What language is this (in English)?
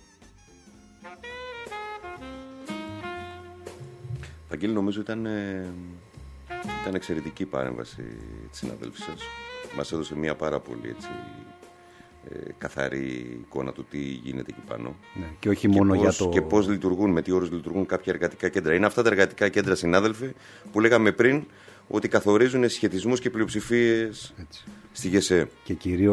Greek